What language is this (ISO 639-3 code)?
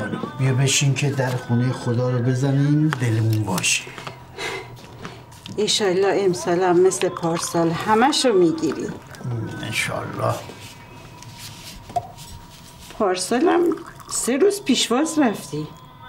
fas